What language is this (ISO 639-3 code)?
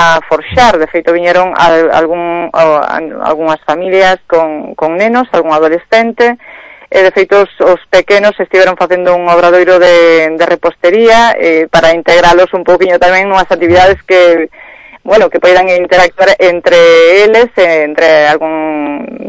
glg